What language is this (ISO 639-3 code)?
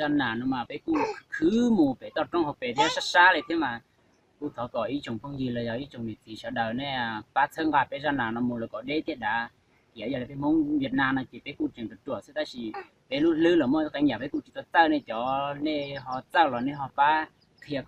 hmn